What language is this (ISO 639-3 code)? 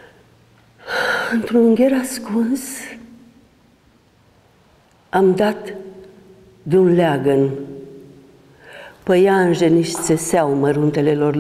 ron